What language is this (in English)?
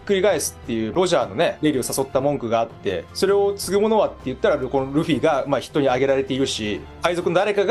Japanese